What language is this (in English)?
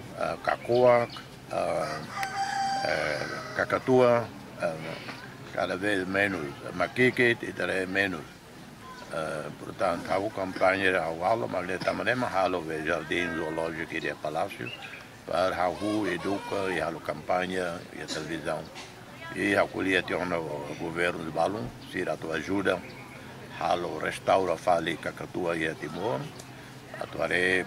Tetum